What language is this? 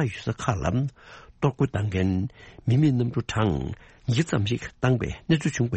Tibetan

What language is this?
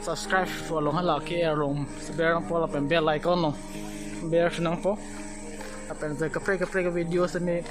Karbi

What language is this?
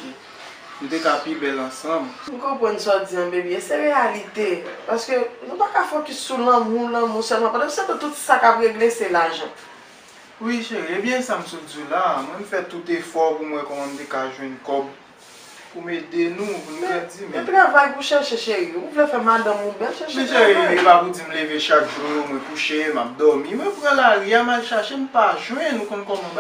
Haitian Creole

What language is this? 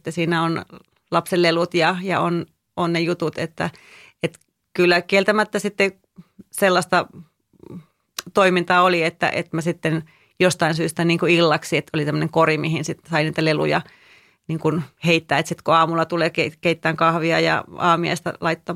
Finnish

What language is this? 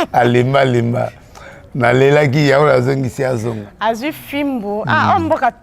Lingala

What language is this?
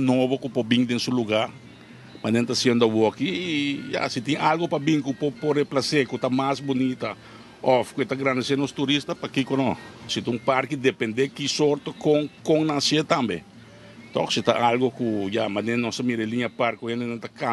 Papiamento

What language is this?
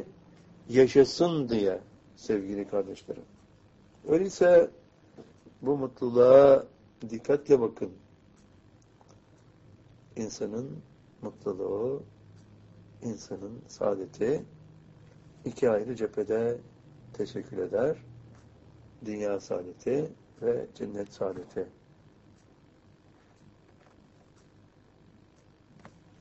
Turkish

